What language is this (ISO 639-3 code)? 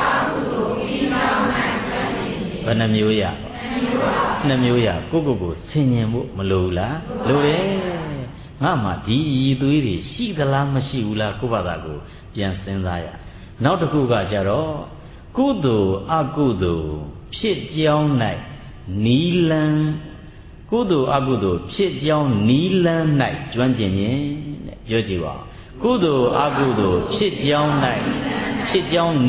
mya